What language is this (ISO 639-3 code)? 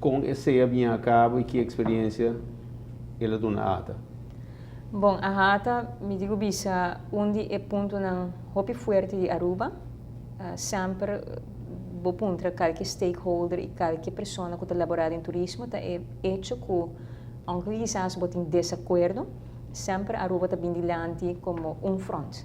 pap